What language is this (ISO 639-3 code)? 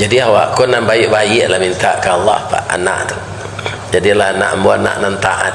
min